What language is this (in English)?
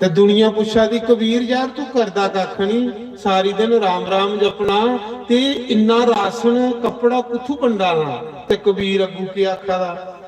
Dogri